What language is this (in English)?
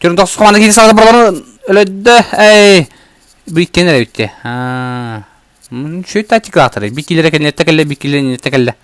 Yakut